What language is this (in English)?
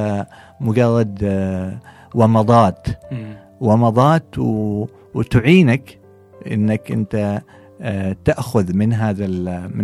Gulf Arabic